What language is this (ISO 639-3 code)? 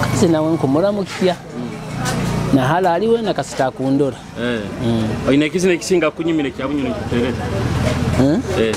nyo